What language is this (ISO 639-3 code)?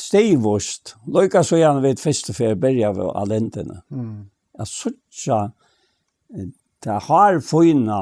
fao